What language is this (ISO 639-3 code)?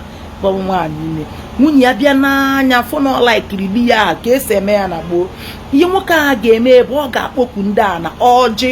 ibo